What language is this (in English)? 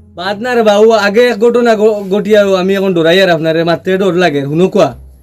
Sylheti